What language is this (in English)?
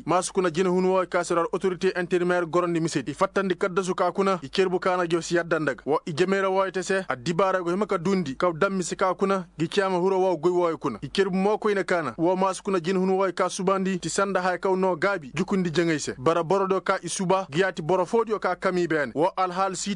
Koyraboro Senni